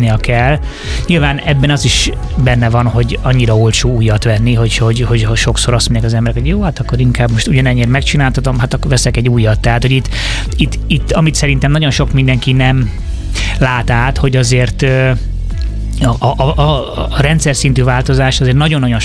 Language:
Hungarian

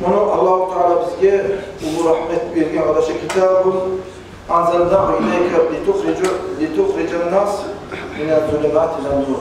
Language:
Kumyk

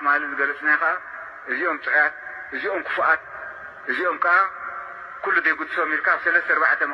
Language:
Tigrinya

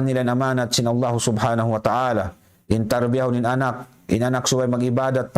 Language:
Tausug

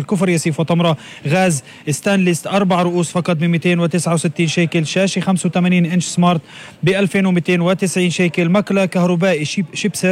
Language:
North Levantine Arabic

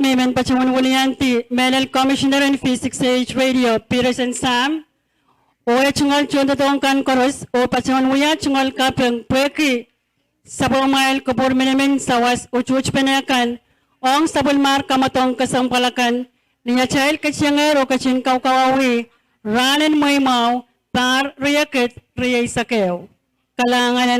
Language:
Pohnpeian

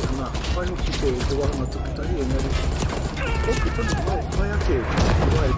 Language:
Māori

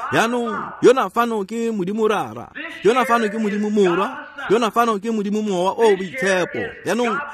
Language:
Tswana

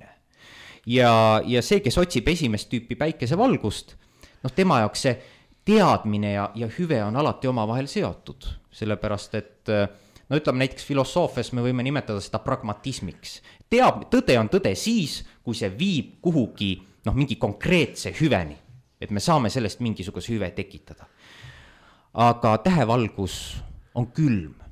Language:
Estonian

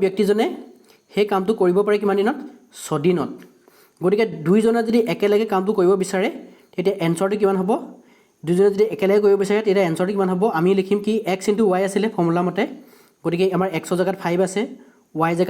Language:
Assamese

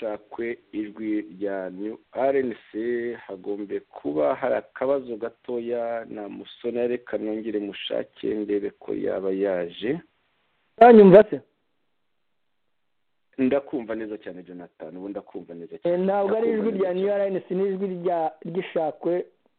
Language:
Kinyarwanda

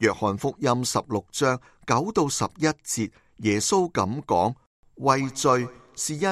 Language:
Cantonese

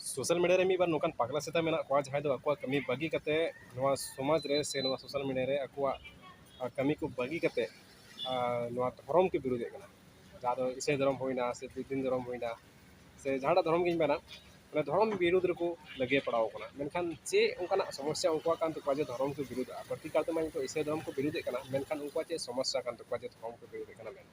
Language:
Santali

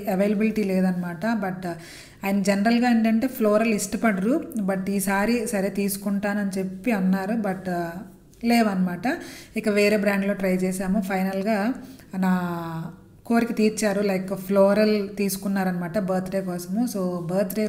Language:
Telugu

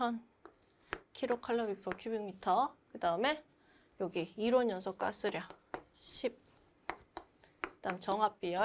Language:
Korean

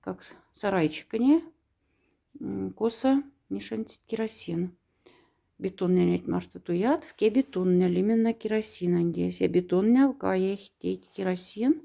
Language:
Moksha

